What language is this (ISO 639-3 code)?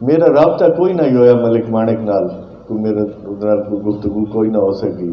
skr